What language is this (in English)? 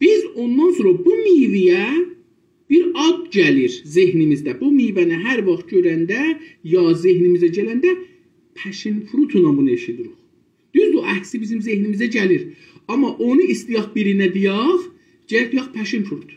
South Azerbaijani